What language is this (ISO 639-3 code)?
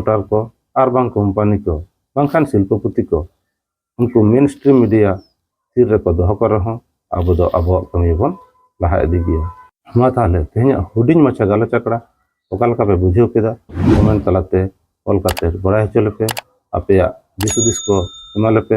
sat